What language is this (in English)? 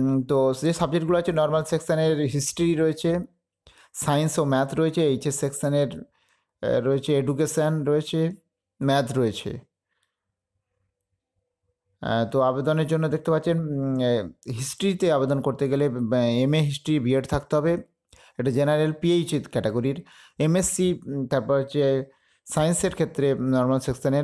Bangla